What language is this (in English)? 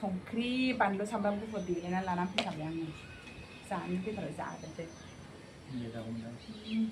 Bodo